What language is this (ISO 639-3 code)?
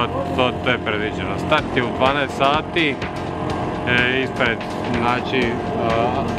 hrv